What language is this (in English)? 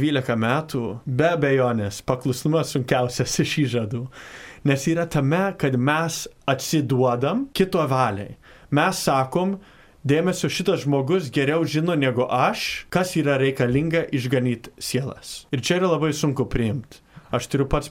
Lithuanian